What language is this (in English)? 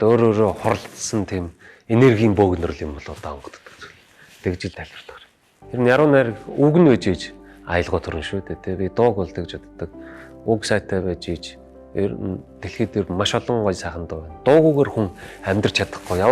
Mongolian